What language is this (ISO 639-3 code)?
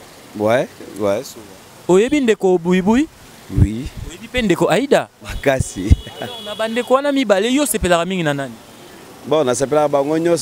lin